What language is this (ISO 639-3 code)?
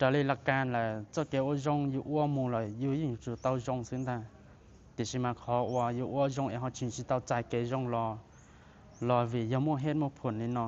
hmn